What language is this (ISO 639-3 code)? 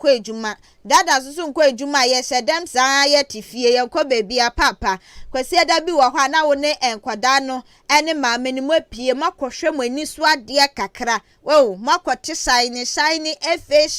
aka